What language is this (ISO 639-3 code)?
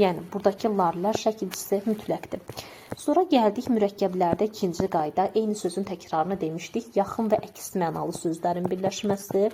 aze